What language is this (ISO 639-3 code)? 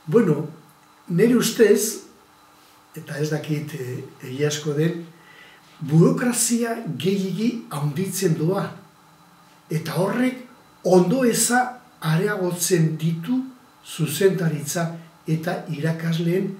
eus